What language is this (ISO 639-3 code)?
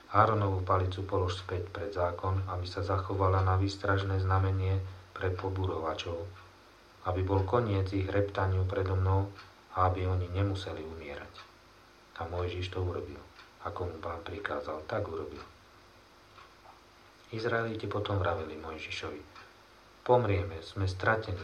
slk